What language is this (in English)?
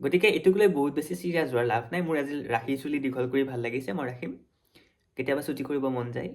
Assamese